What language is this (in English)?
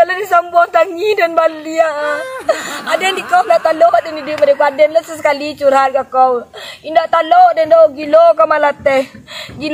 Minangkabau